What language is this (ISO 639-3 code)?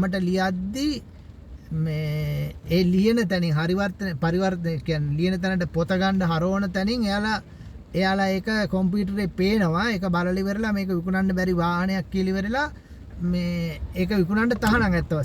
sin